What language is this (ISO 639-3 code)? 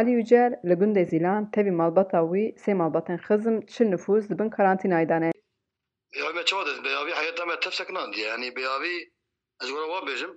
kur